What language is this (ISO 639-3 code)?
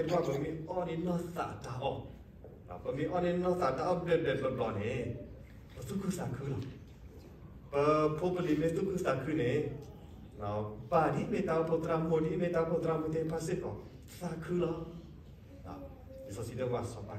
ksw